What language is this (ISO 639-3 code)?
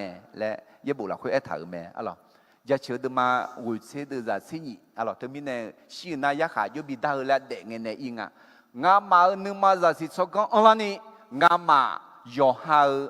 ahk